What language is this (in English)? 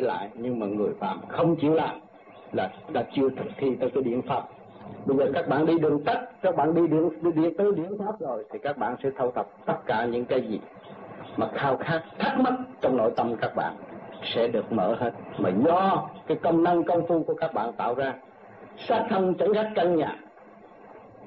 Vietnamese